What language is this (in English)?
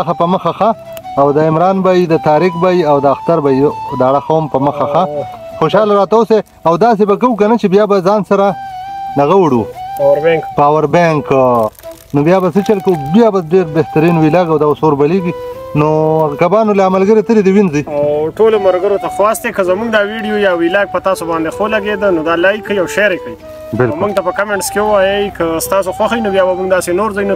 Pashto